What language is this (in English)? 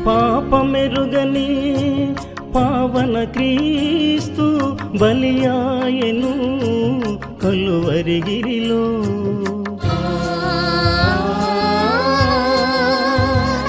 Telugu